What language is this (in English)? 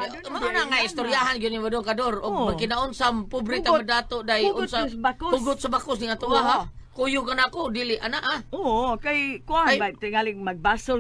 Cebuano